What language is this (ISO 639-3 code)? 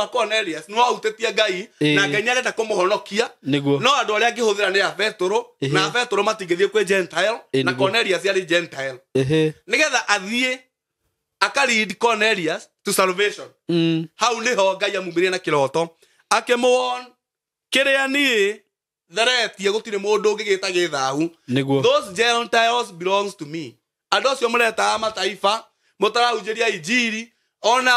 kik